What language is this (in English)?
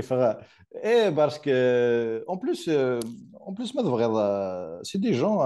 Kabyle